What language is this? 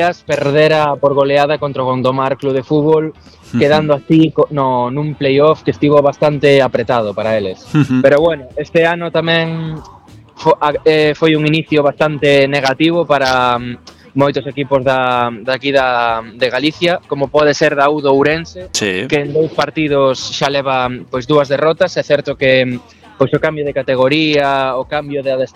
Galician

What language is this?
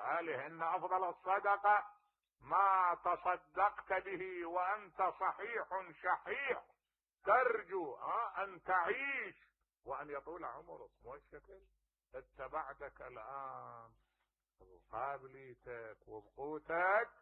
Mesopotamian Arabic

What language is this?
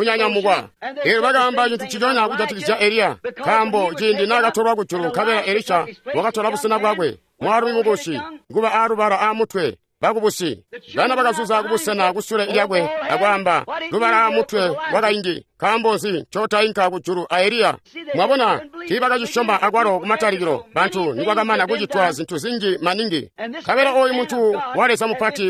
Tonga (Zambia)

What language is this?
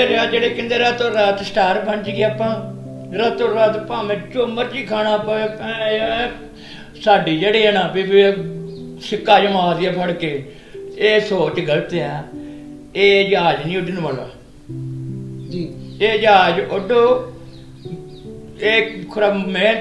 Punjabi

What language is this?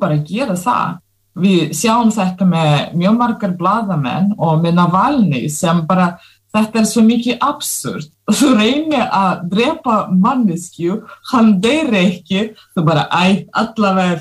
Icelandic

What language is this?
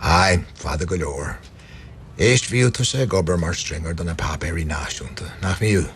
Irish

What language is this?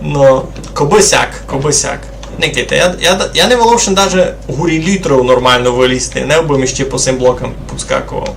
Rusyn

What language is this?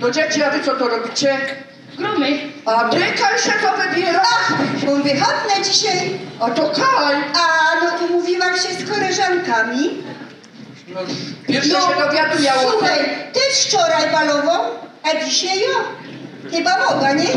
Silesian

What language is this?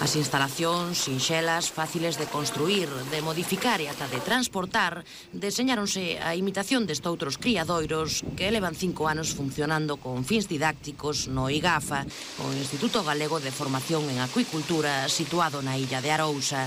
Galician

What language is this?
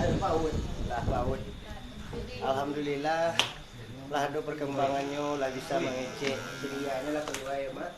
Minangkabau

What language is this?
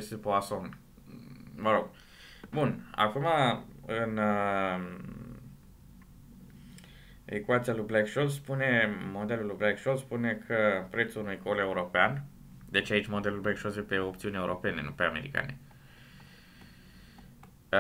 Romanian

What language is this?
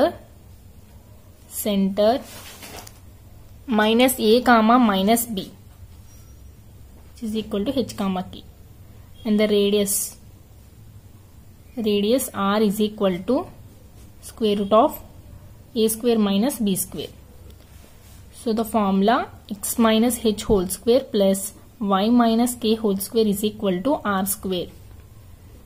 English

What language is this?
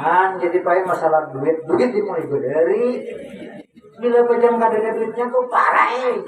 Banjar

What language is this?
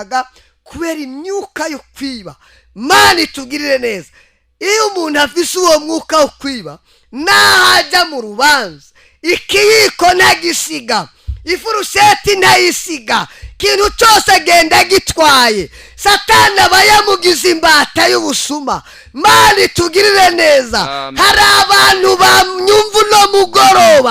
Rundi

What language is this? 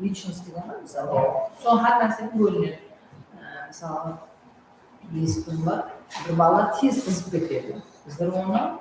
Kara-Kalpak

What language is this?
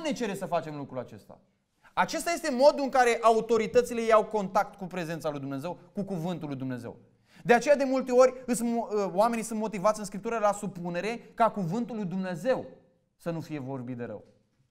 Romanian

